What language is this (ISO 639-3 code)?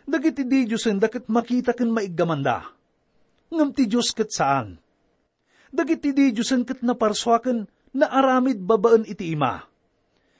ilo